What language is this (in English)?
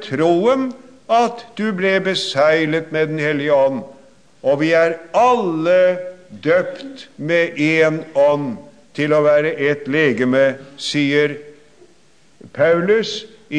Norwegian